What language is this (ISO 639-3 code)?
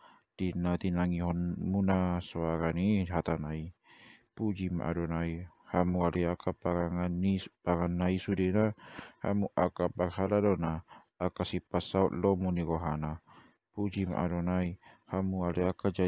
bbc